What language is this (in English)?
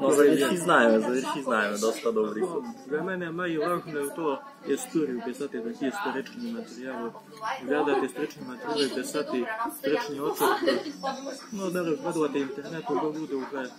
Rusyn